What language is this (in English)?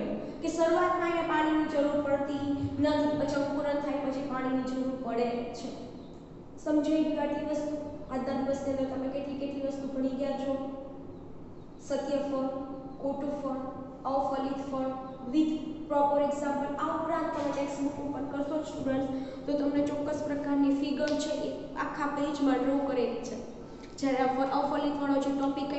Gujarati